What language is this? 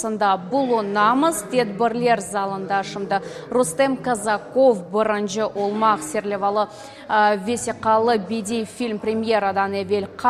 Crimean Tatar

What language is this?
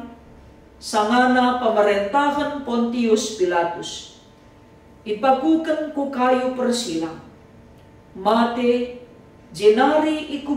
Batak Karo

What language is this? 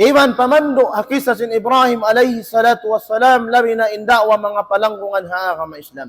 Tausug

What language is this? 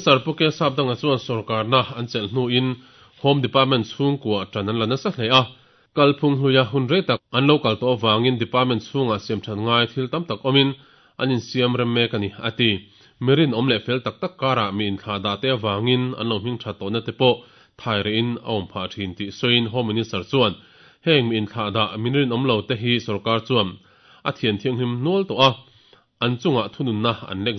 Mizo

